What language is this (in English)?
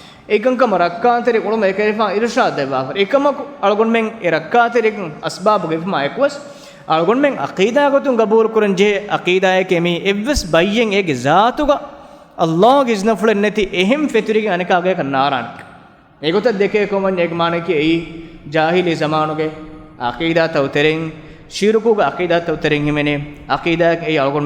Divehi